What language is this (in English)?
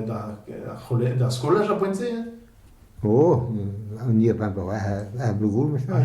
Breton